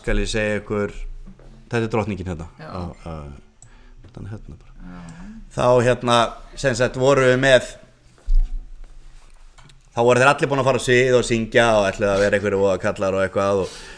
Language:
Icelandic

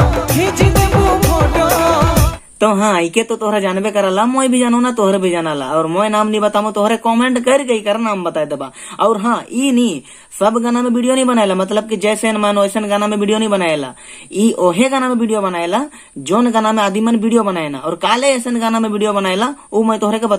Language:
Sadri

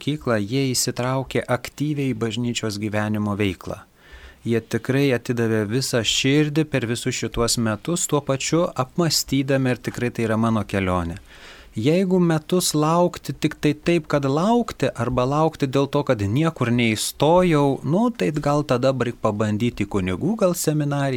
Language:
Lithuanian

